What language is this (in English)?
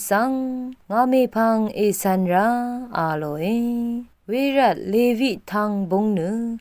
Rawang